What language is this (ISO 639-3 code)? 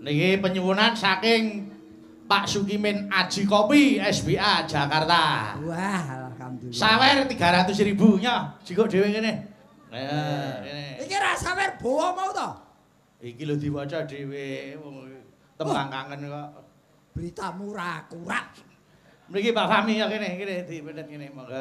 jav